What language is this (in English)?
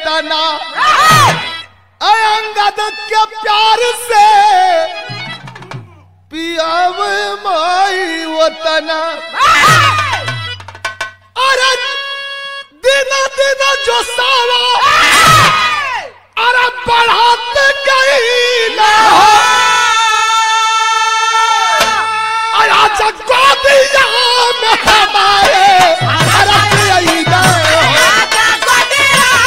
Bhojpuri